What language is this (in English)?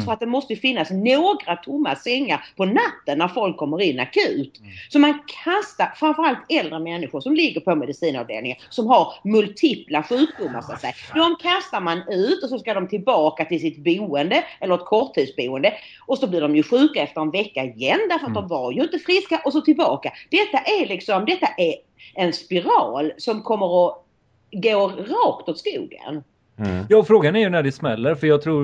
Swedish